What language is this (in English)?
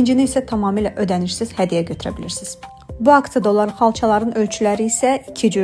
Azerbaijani